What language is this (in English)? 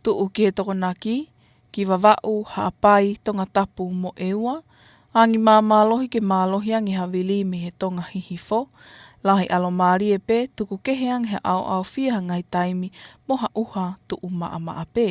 Tongan